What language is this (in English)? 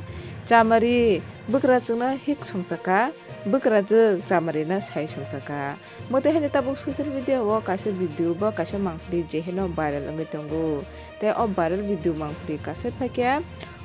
Kok Borok